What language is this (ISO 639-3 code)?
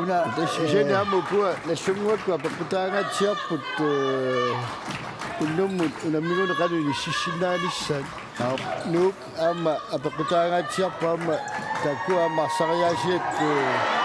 kal